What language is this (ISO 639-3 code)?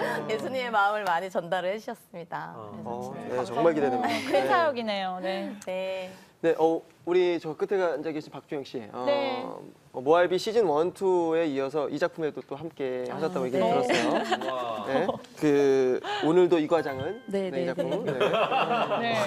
kor